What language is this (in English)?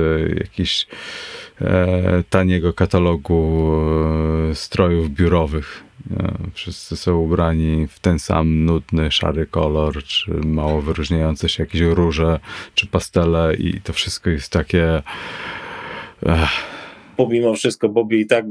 Polish